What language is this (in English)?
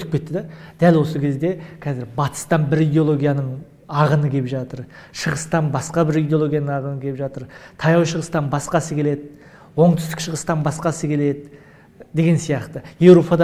Kazakh